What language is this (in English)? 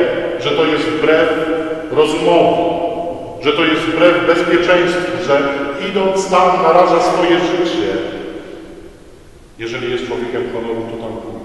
Polish